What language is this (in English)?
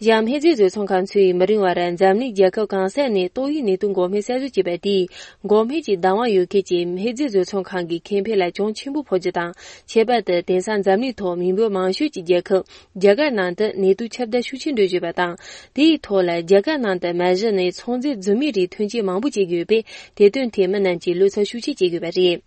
Tibetan